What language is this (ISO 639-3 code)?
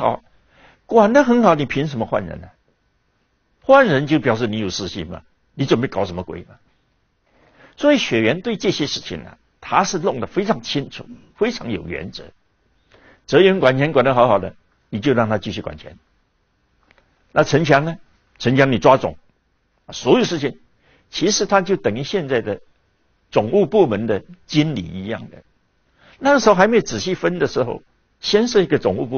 zho